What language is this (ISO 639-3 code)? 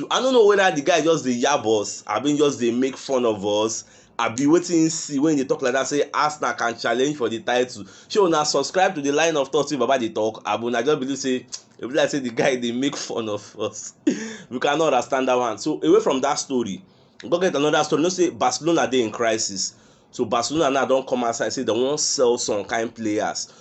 pcm